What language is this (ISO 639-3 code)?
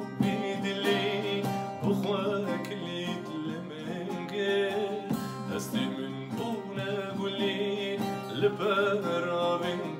kur